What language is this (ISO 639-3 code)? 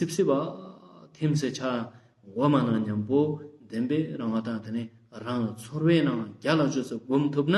lbj